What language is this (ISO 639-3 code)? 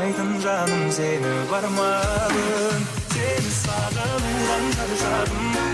kaa